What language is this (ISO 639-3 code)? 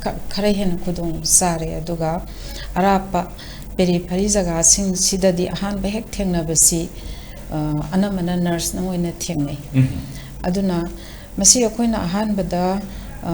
mni